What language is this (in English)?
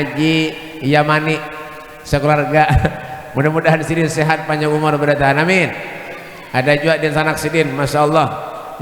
Banjar